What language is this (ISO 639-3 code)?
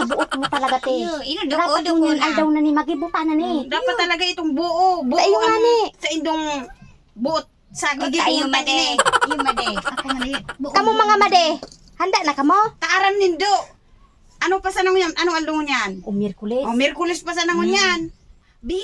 bik